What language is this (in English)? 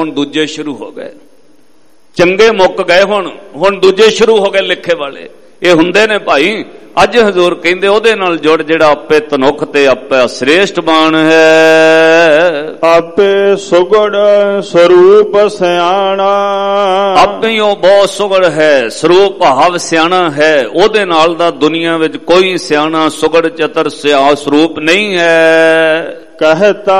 Punjabi